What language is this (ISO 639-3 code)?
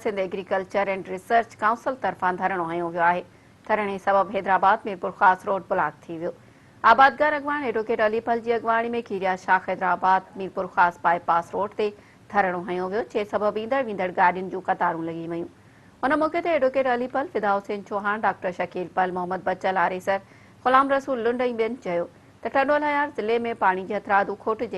snd